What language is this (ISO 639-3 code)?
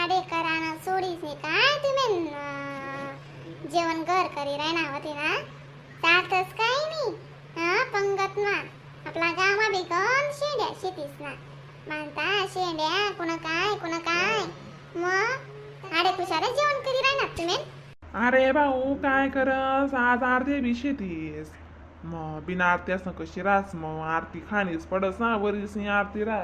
khn